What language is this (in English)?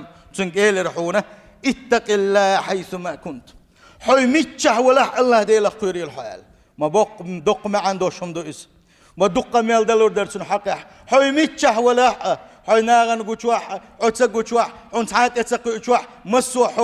Chechen